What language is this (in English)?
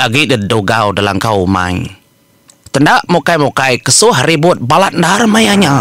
Iban